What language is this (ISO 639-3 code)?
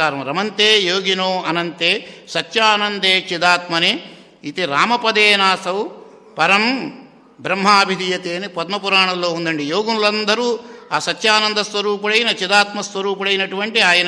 tel